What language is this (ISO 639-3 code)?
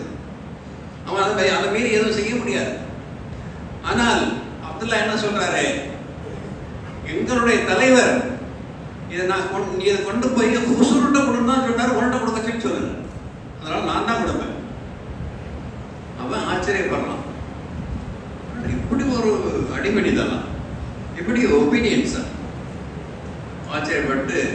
tam